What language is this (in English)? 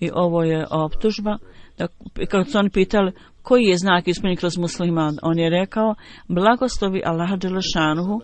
Bosnian